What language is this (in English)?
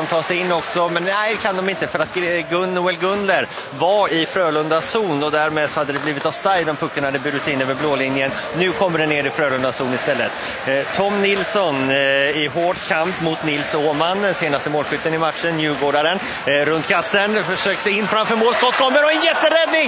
Swedish